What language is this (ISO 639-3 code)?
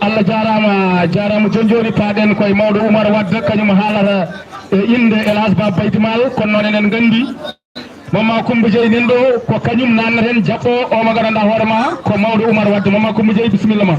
ful